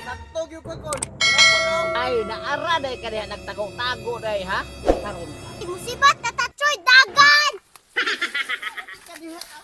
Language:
Cebuano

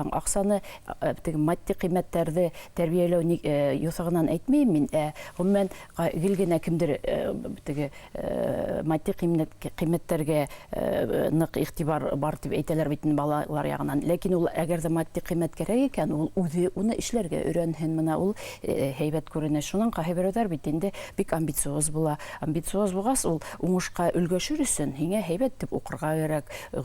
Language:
Bashkir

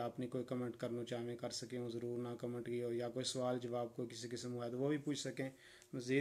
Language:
Gujari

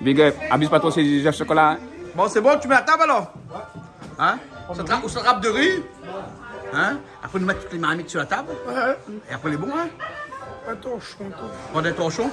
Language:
Réunion Creole French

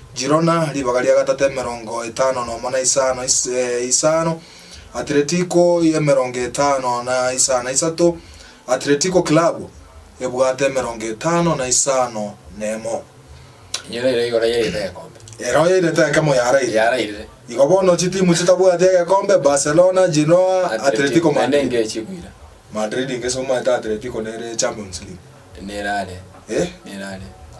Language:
Gusii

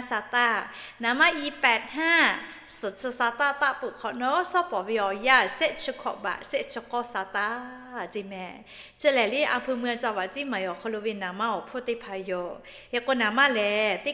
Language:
Lahu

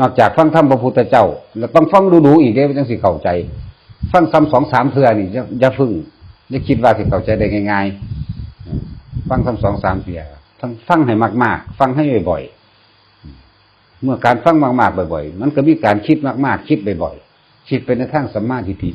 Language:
Northeastern Thai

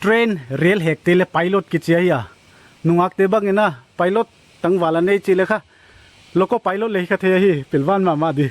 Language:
Paite Chin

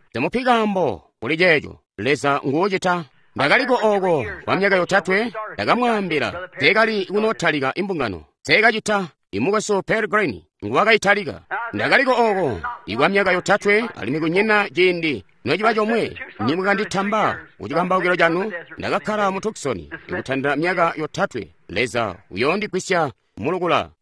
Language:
Tonga (Zambia)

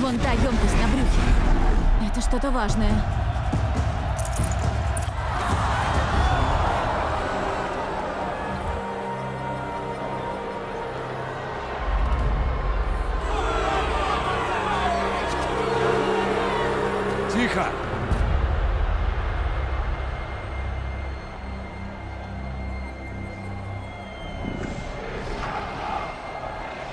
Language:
Russian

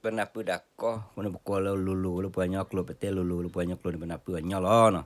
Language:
S'gaw Karen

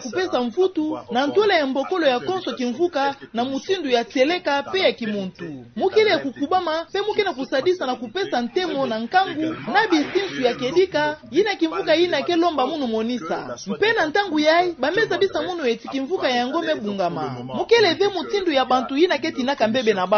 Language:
Kituba (Democratic Republic of Congo)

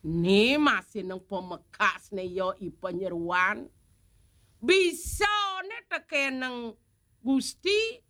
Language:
Balinese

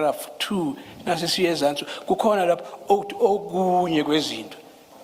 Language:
Zulu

